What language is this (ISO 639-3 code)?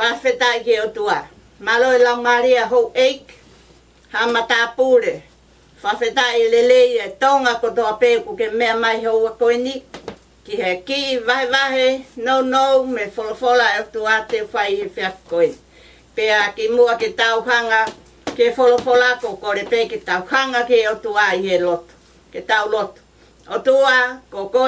ton